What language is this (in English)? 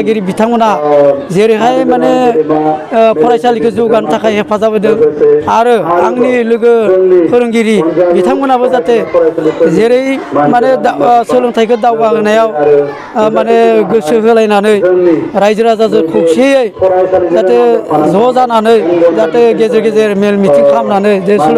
Bodo